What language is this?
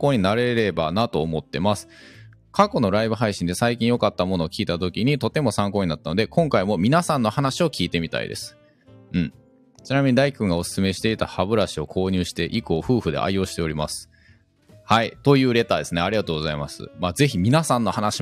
Japanese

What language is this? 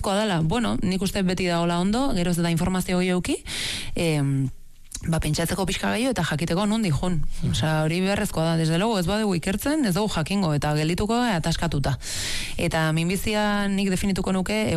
Basque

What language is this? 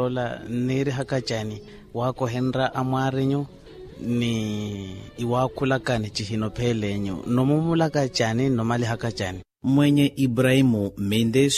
Makhuwa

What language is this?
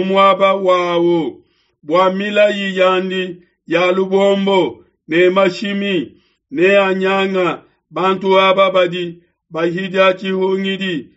Luba-Lulua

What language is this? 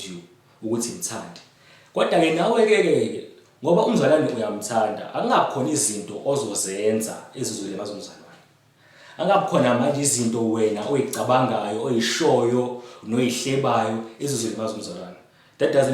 Zulu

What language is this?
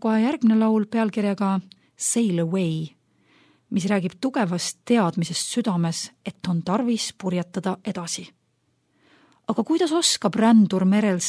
Estonian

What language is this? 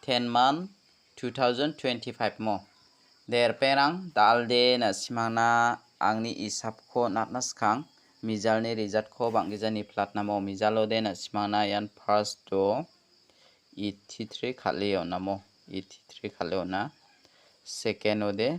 Garo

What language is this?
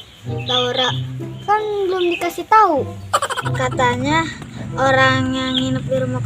Betawi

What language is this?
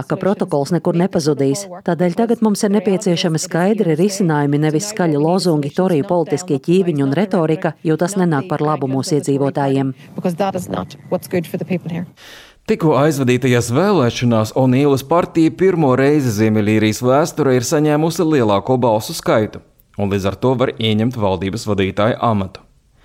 Latvian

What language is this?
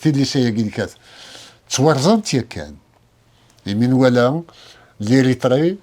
Kabyle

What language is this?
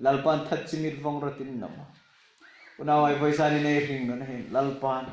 Hmar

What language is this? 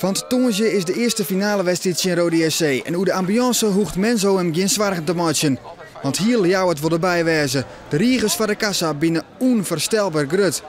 Western Frisian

